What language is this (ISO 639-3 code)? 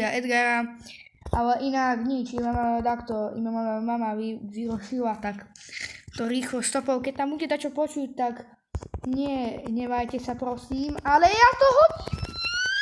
slk